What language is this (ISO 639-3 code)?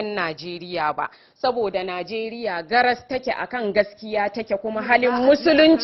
hau